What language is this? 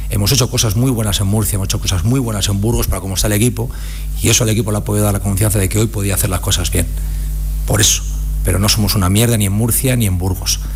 Spanish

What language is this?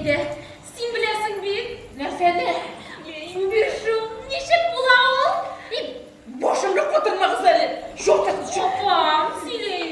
Tatar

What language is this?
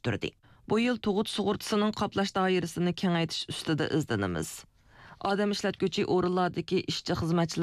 Uyghur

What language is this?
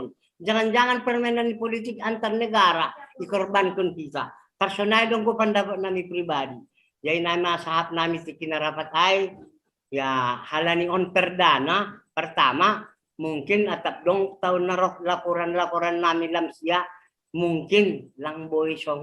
Batak Simalungun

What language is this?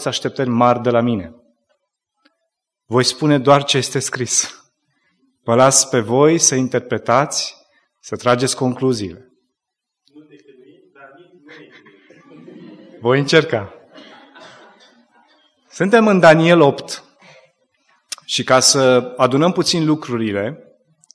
Romanian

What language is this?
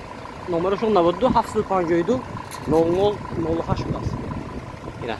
Tajik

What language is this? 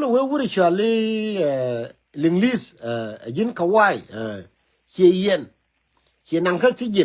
Nuer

